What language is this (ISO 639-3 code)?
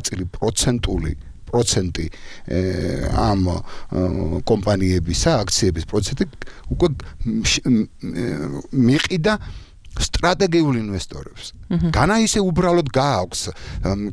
kat